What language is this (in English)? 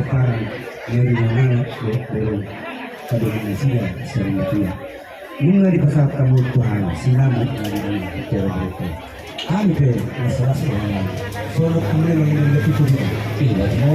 Batak Toba